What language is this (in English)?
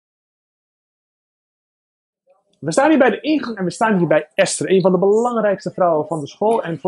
Dutch